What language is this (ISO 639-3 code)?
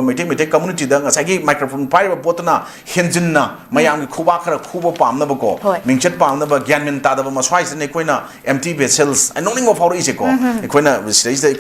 mni